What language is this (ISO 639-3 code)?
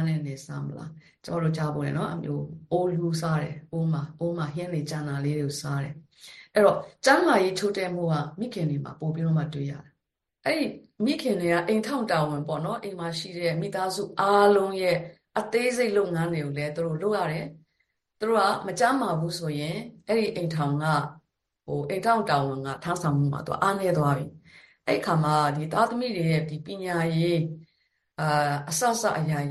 mya